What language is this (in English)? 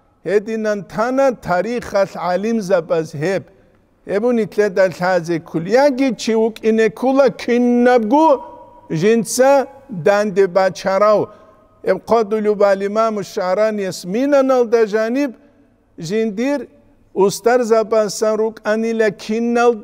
Avaric